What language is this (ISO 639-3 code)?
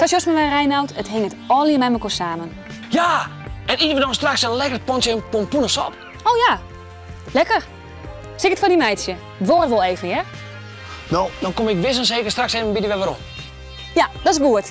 fry